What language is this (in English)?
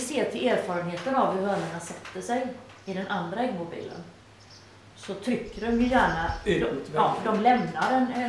Swedish